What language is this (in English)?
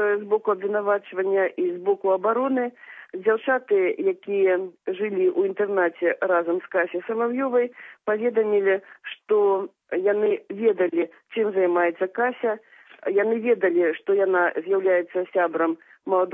Belarusian